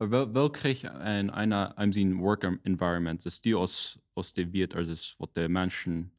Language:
Plautdietsch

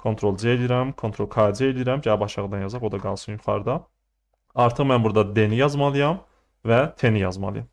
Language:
Azerbaijani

